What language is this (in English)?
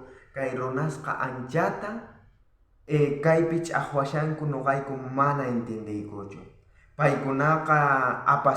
South Bolivian Quechua